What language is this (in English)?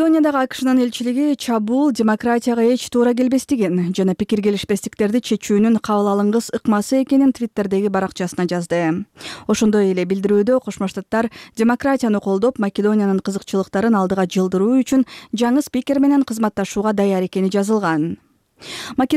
Kyrgyz